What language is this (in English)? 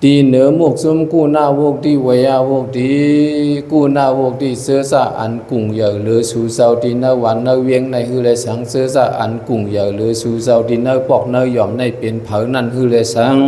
Shan